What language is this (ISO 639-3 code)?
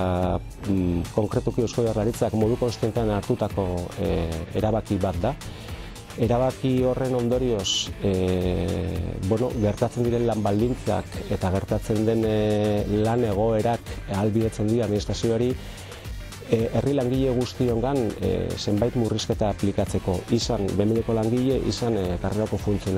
eus